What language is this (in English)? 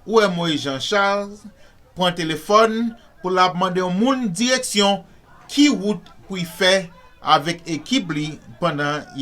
Haitian Creole